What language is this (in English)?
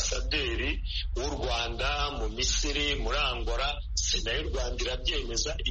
Kinyarwanda